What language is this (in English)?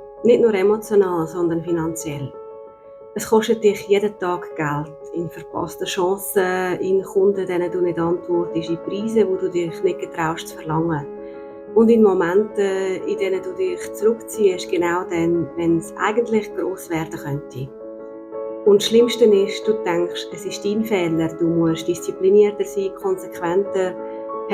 Swiss German